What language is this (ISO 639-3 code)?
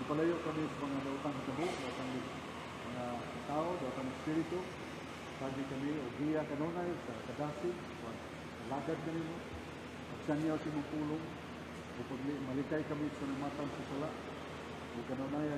ceb